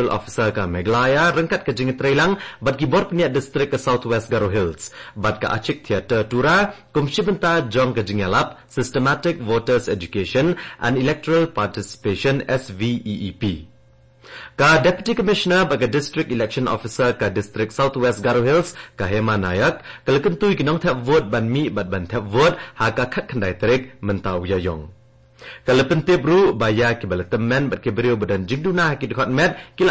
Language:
Khasi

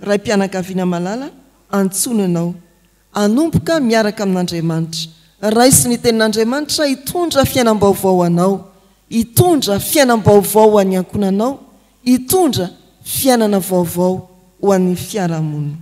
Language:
Malagasy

